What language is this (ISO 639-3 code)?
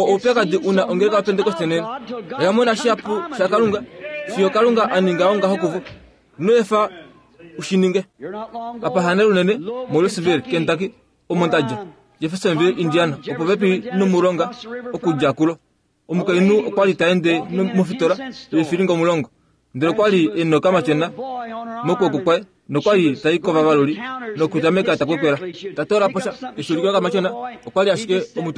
kua